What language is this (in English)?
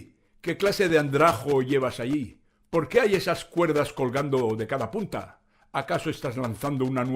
Ladino